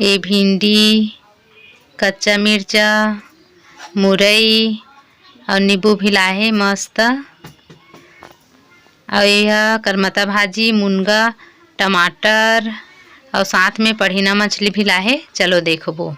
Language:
Chhattisgarhi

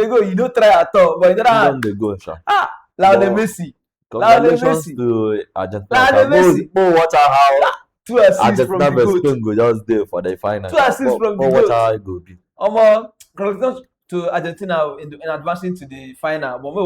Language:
Nigerian Pidgin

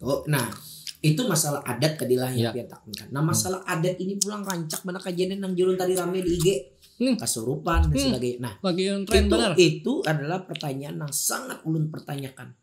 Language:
Banjar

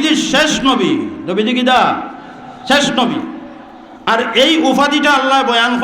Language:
Sylheti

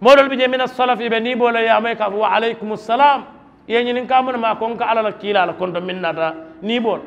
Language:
Mandingo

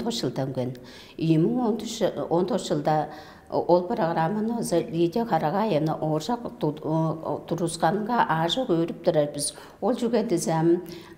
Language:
Tuvinian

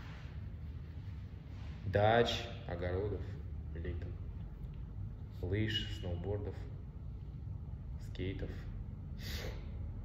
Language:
Russian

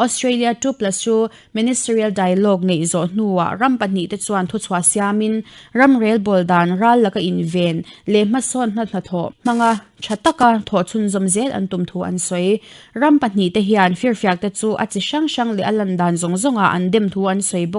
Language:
Mizo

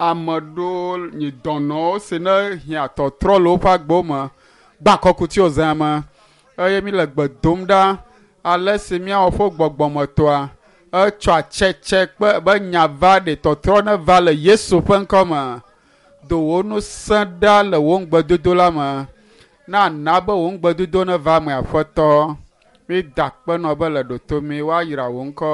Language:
Ewe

